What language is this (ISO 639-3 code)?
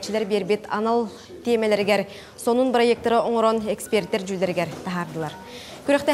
sah